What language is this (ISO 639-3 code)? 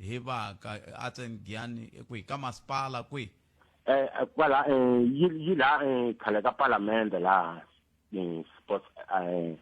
tso